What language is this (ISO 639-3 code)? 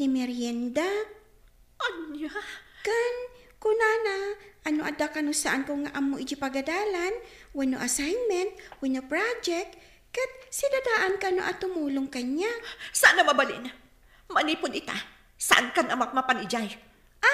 ilo